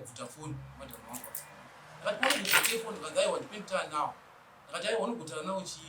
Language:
Shona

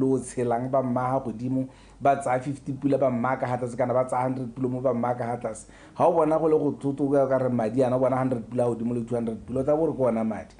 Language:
Tswana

